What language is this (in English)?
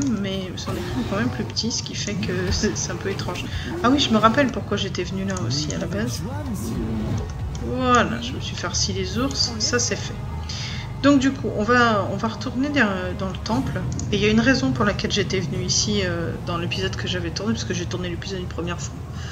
French